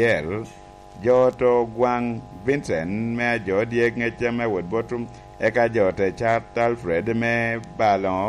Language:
Lango (Uganda)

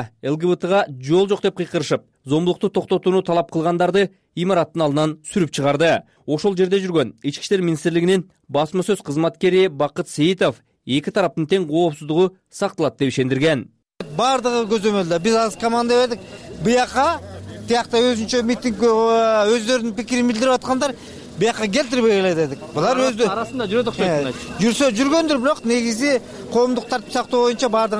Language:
Kyrgyz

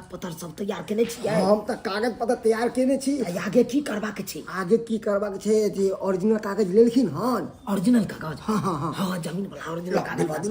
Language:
Maithili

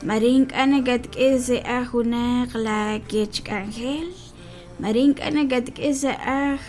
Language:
Kekchí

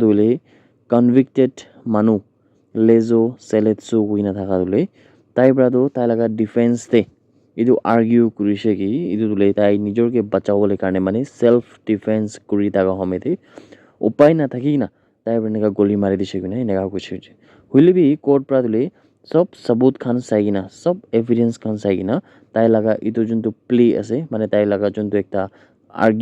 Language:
Naga Pidgin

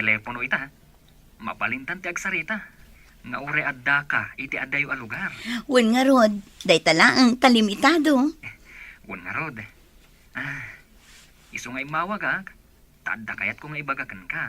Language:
Iloko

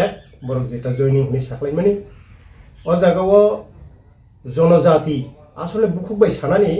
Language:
Kok Borok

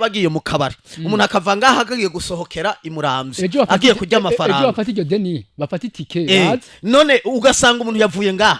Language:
Rundi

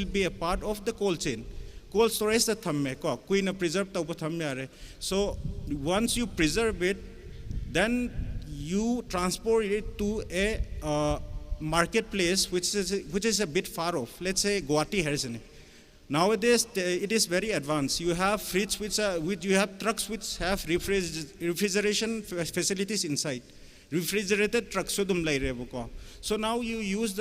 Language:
Tangkhul Naga (India)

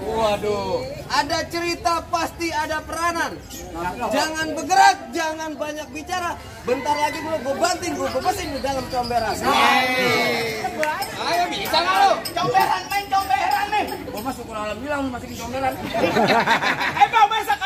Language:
Betawi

